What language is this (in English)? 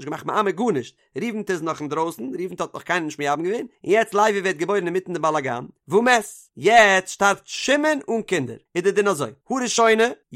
Yiddish